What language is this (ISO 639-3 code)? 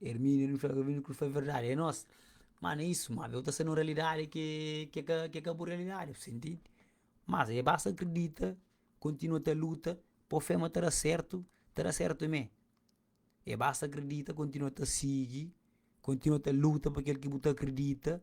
kea